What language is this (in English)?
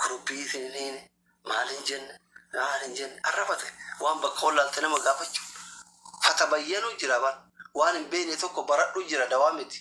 Oromo